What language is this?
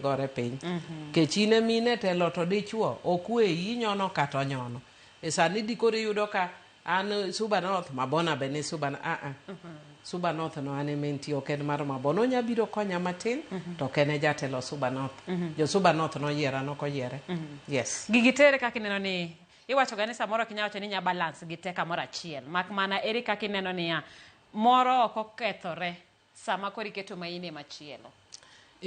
Luo (Kenya and Tanzania)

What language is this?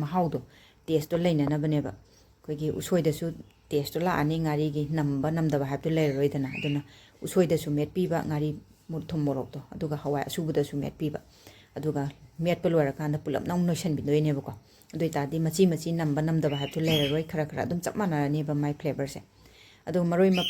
Manipuri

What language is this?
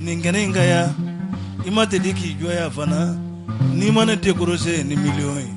Bambara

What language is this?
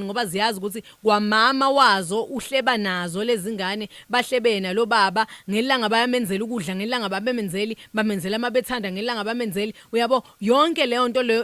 Zulu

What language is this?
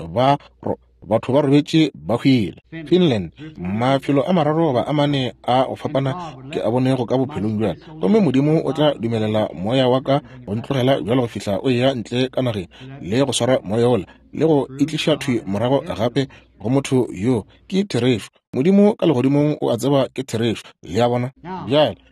Northern Sotho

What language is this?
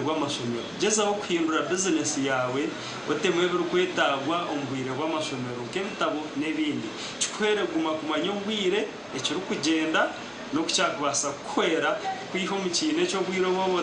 Nyankole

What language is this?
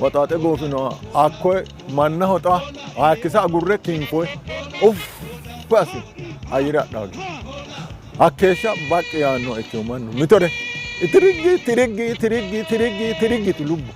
Sidamo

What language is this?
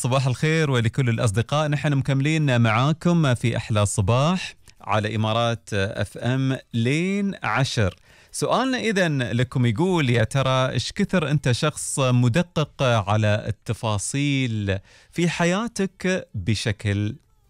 Gulf Arabic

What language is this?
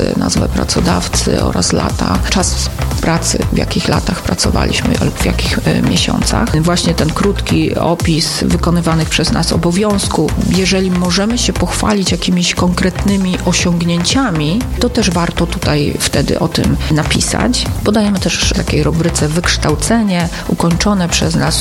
Polish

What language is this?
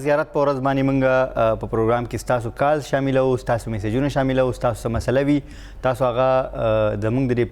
Pashto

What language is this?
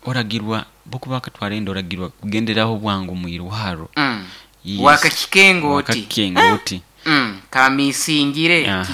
Nyoro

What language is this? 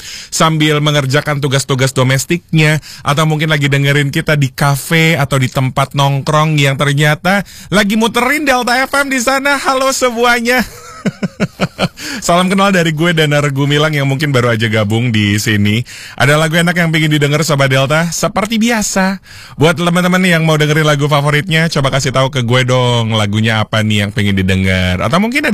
Indonesian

